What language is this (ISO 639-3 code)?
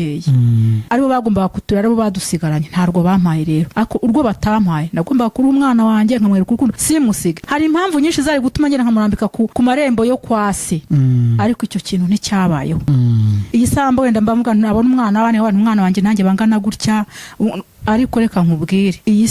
kin